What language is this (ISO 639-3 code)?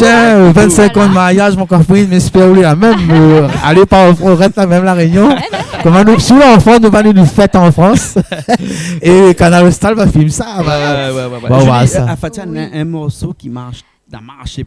rcf